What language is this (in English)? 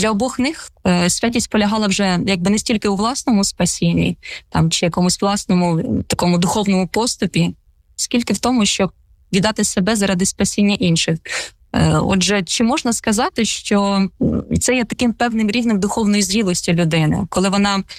Ukrainian